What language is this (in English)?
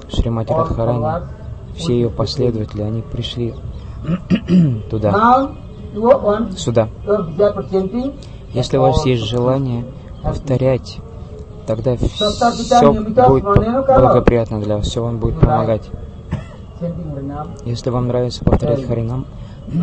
Russian